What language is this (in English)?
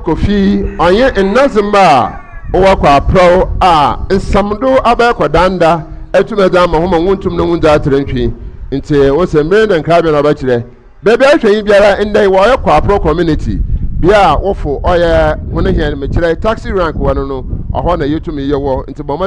Akan